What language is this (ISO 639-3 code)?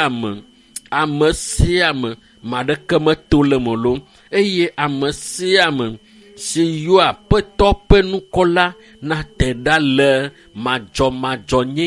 ewe